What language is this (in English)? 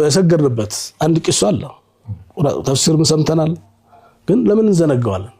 Amharic